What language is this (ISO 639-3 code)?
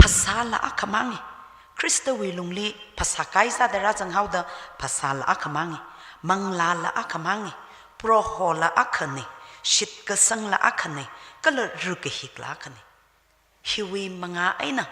nmf